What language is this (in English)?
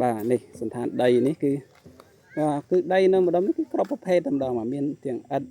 Khmer